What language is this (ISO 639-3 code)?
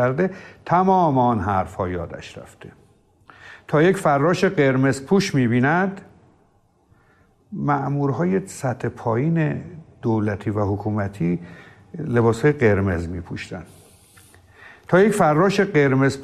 fas